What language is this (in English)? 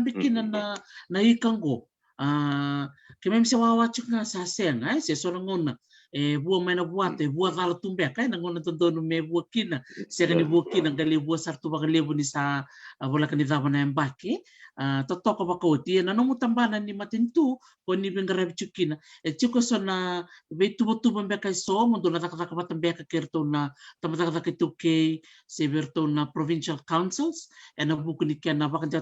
Fijian